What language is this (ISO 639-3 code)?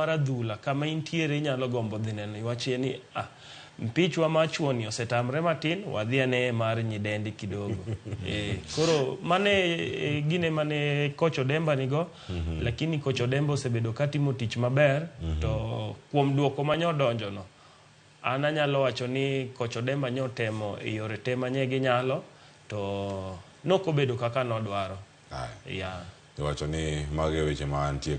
luo